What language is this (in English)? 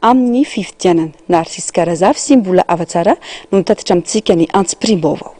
Malagasy